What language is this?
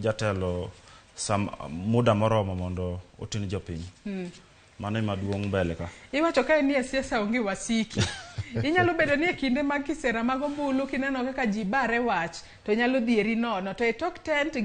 Luo (Kenya and Tanzania)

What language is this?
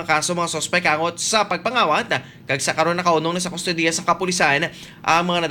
Hiligaynon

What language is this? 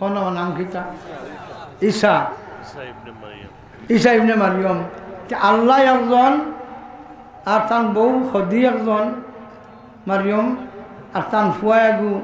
Sylheti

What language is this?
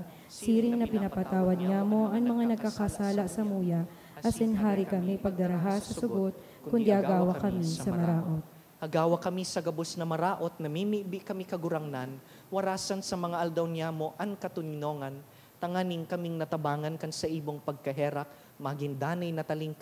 Bikol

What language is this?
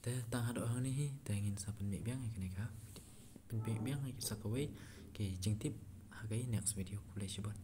Khasi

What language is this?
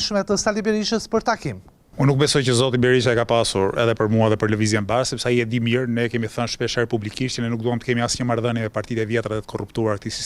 Albanian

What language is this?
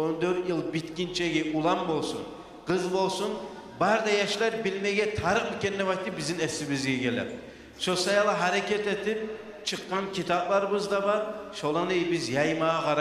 Kumyk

